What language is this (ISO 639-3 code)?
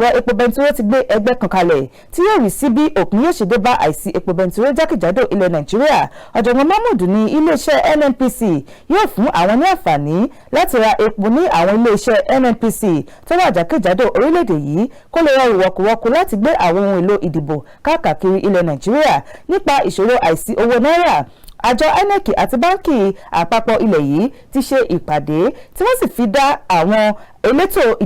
yor